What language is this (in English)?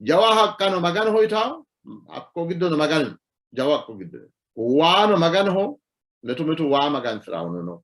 Sidamo